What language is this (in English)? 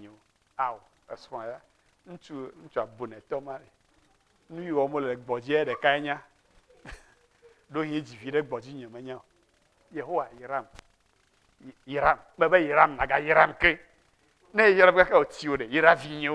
Ewe